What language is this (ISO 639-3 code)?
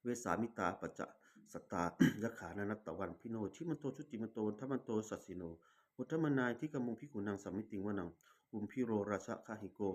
pli